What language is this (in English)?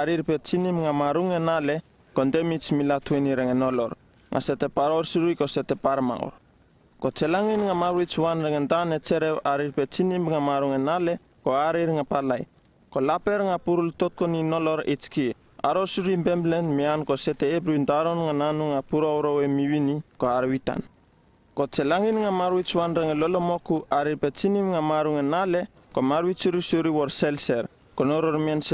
Uripiv-Wala-Rano-Atchin